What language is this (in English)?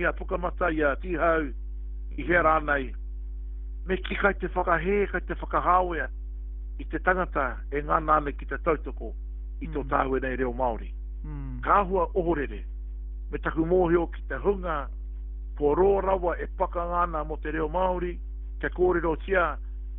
Māori